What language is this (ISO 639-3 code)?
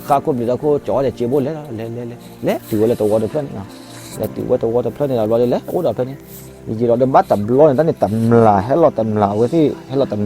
ksw